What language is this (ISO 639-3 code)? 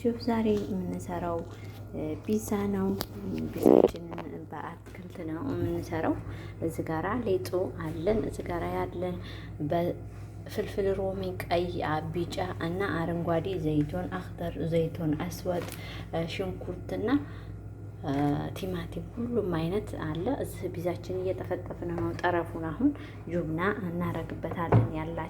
amh